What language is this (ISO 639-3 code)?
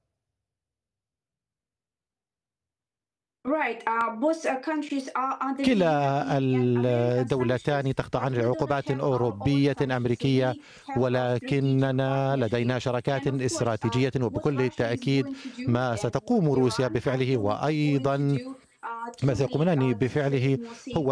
ara